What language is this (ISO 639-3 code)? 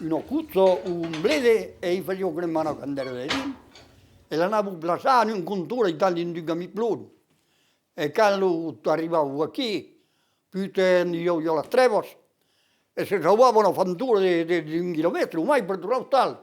oci